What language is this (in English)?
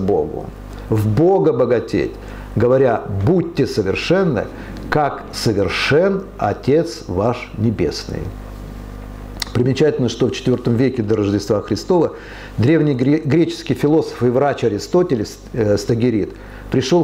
Russian